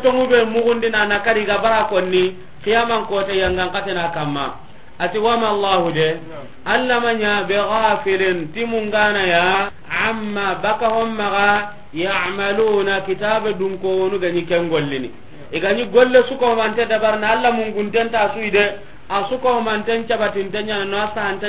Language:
Soninke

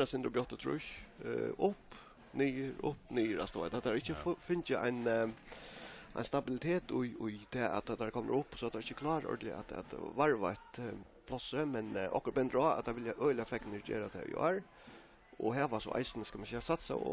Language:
Faroese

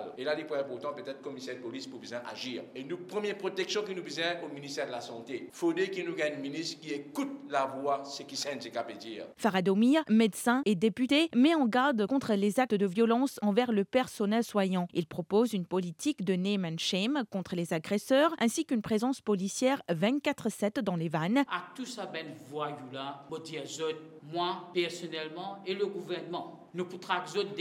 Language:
Morisyen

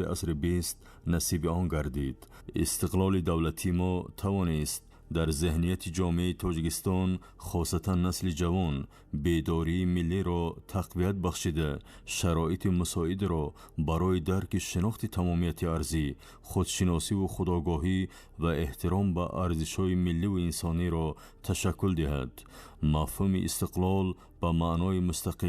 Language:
Tajik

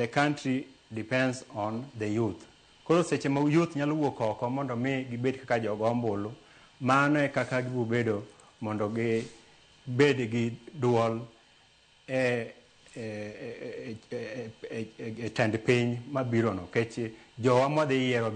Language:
Luo (Kenya and Tanzania)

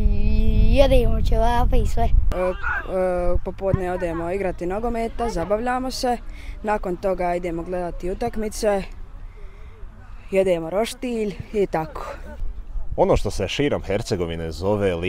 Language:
Croatian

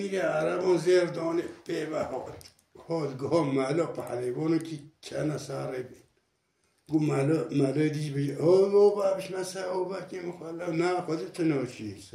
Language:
Kurdish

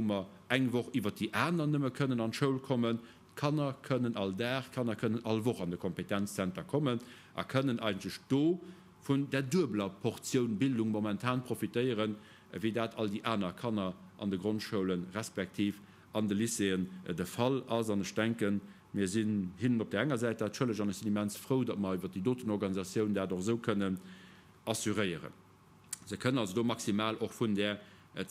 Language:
Luxembourgish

